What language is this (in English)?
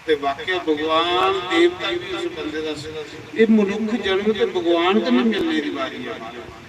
Dogri